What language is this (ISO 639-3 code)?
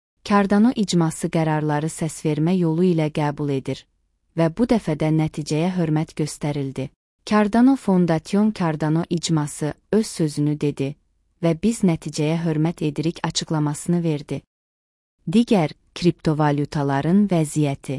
aze